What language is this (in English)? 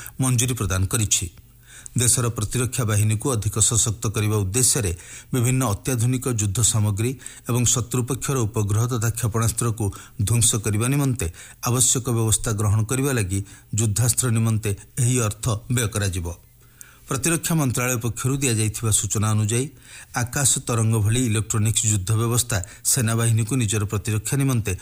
Odia